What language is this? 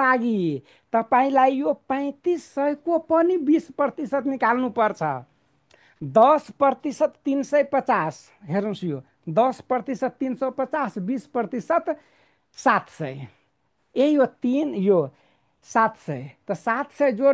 Nepali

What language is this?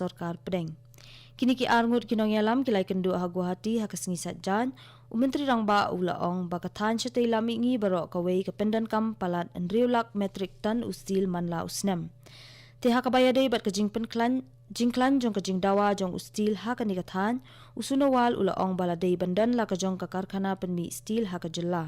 Khasi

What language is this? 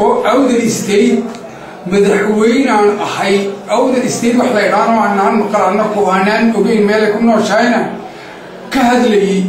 Somali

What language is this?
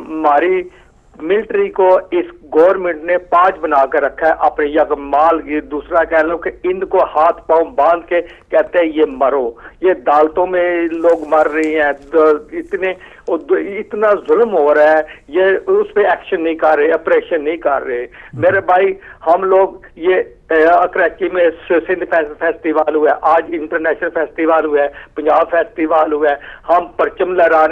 Urdu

